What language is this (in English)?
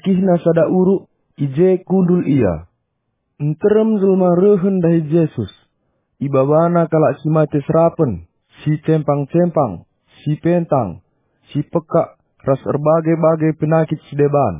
Batak Karo